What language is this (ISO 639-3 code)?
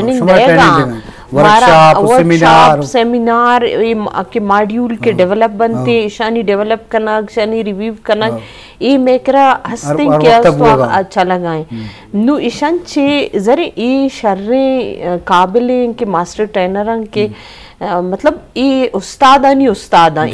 bgp